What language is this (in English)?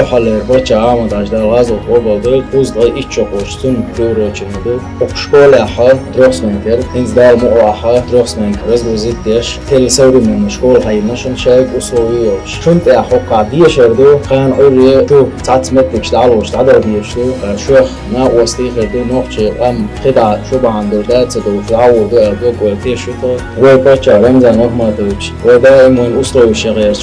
Chechen